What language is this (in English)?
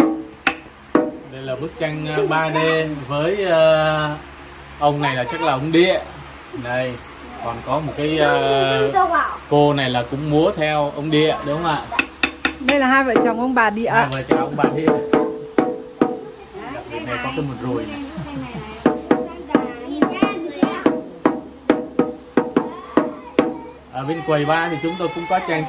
Vietnamese